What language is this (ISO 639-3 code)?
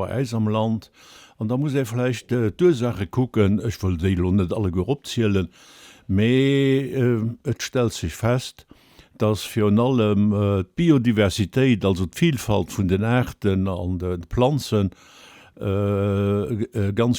ltz